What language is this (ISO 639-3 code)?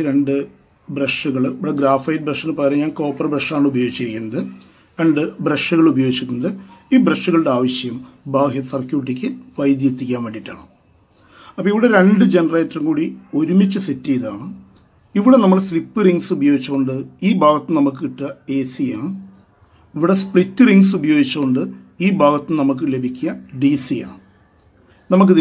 mal